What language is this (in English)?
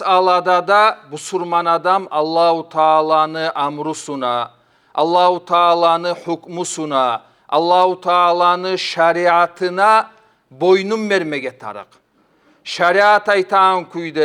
Kumyk